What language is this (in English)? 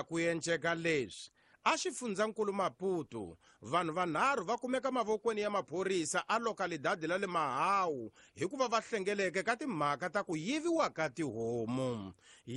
Tsonga